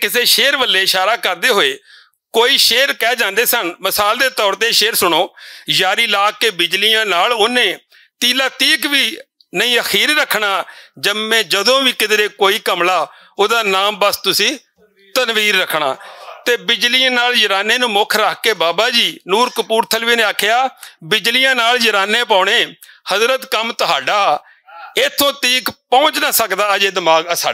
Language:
Western Panjabi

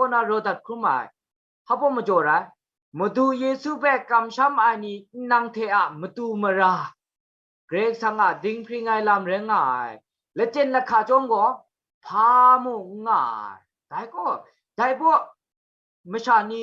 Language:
Kachin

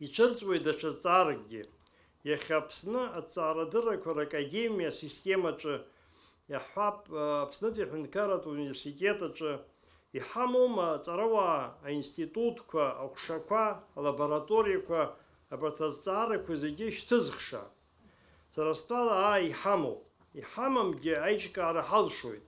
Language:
Abkhazian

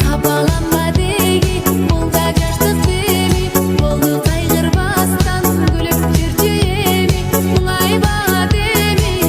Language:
Kara-Kalpak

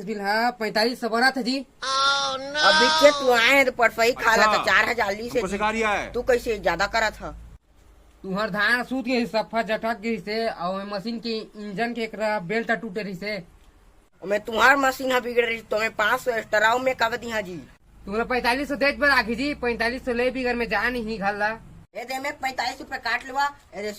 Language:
Chhattisgarhi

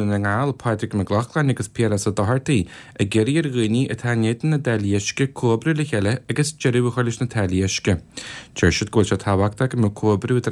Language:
Irish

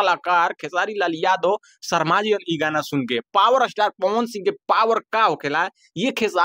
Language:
Bhojpuri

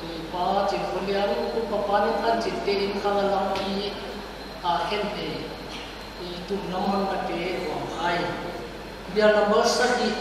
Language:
Paite Chin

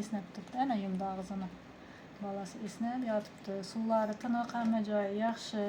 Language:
Uzbek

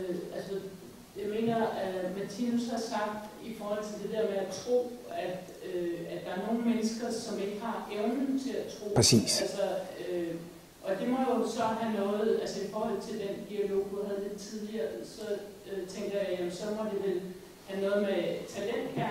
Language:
Danish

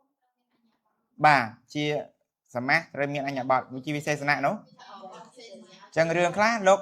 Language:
Khmer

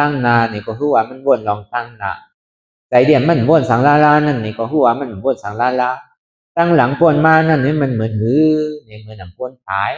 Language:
Shan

